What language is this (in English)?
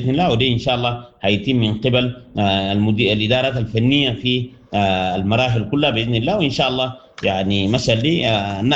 Sudanese Arabic